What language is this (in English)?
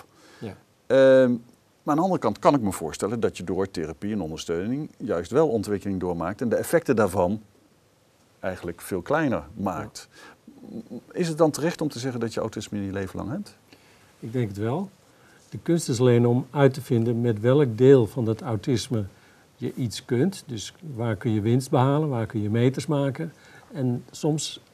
Dutch